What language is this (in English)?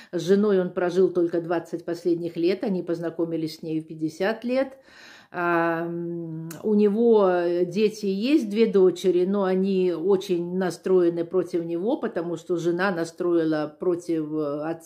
Russian